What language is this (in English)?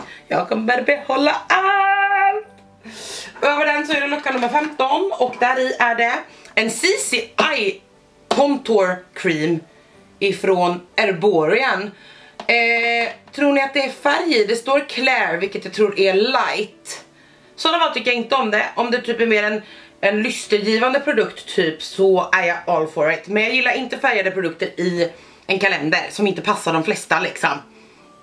Swedish